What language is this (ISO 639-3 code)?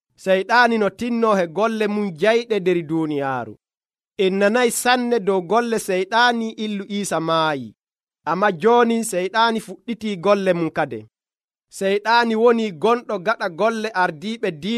fuv